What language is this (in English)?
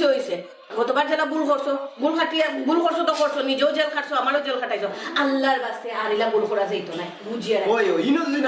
Sylheti